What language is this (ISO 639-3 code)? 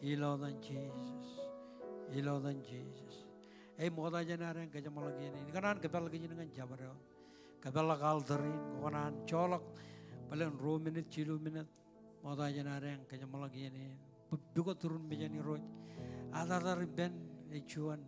mah